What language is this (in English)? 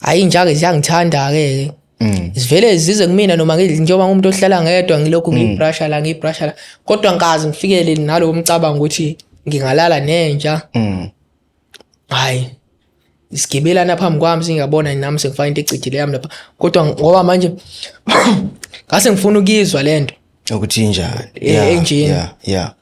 Zulu